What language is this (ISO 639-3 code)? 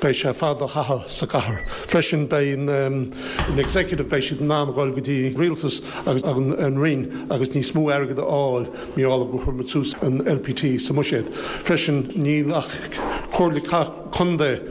gle